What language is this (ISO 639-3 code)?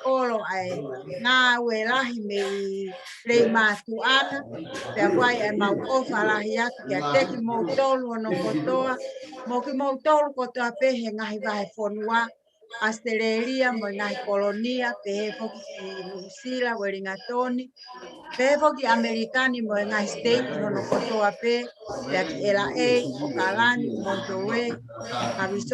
ton